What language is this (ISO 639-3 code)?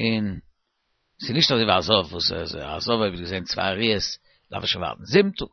yid